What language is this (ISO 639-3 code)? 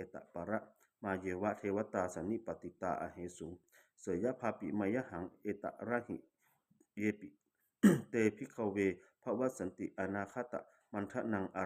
pli